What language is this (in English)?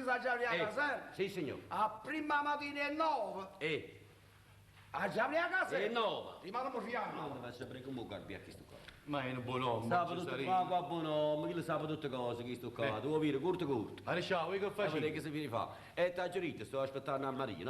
Neapolitan